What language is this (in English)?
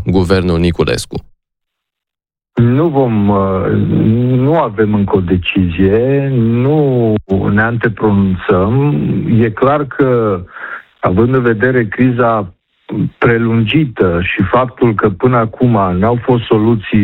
Romanian